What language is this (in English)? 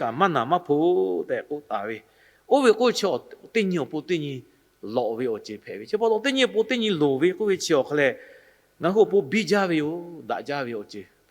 Lahu